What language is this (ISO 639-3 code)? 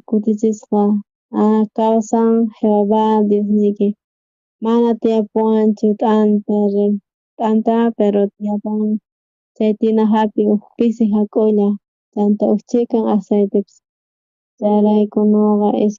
quh